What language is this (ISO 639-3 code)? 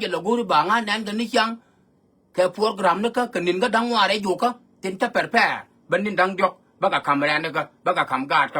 nus